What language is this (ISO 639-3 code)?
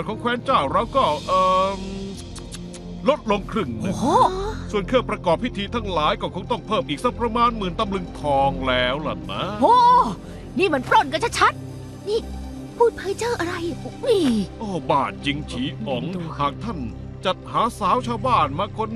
tha